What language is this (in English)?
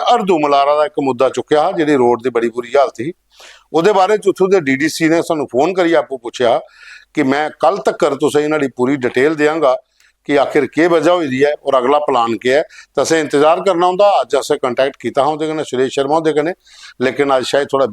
Dogri